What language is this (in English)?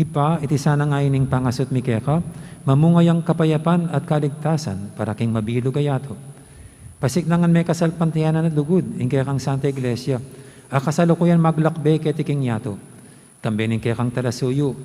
Pampanga